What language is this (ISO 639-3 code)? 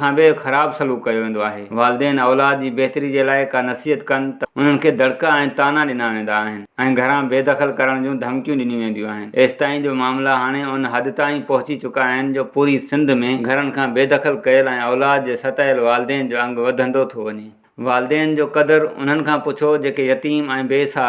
snd